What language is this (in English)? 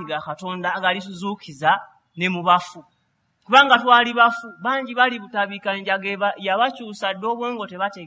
Ganda